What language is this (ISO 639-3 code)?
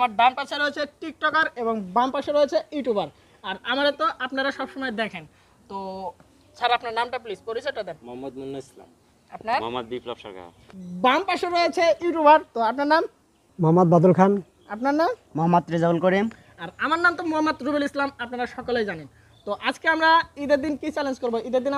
ben